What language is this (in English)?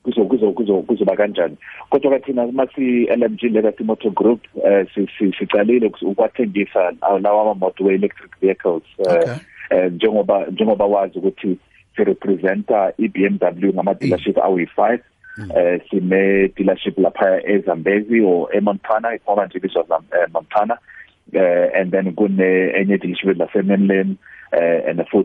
South Ndebele